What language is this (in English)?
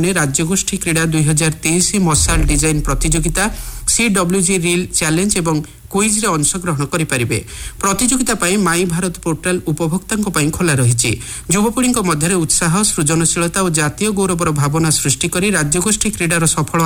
Odia